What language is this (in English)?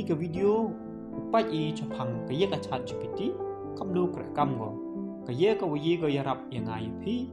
Pnar